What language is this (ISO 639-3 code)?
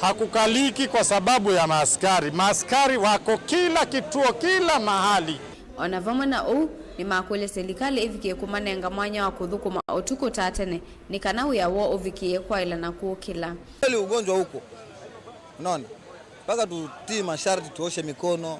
kam